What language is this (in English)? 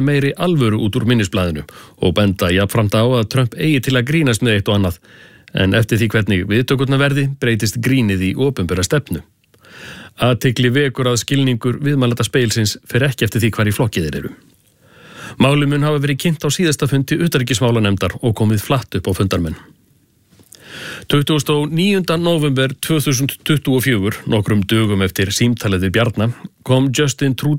Icelandic